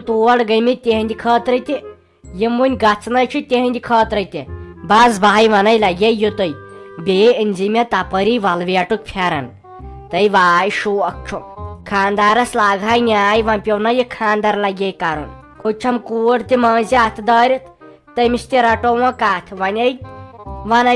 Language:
Kashmiri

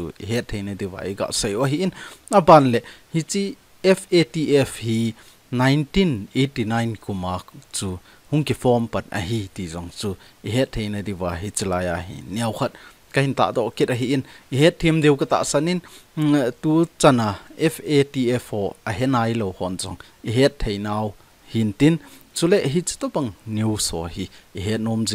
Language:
Thado Chin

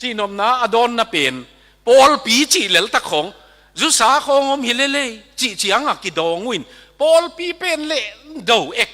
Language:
Tedim Chin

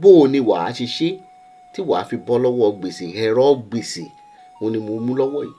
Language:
Yoruba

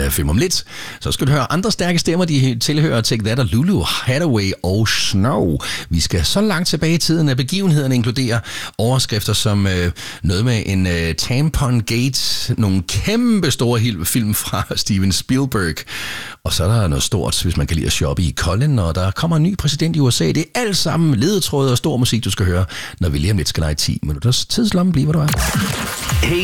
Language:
Danish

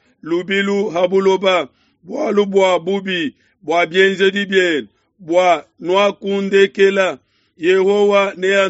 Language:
Luba-Lulua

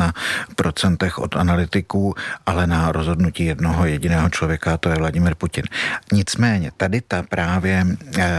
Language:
Czech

